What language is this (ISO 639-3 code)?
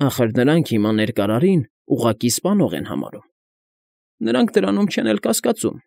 hye